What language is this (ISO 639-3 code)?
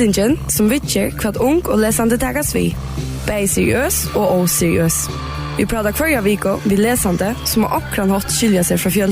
fao